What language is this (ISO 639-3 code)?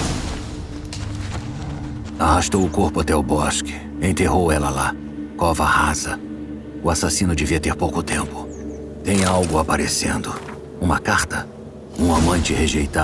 por